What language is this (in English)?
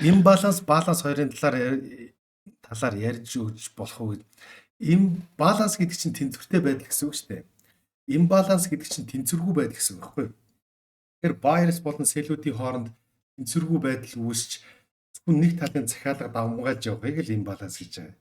Mongolian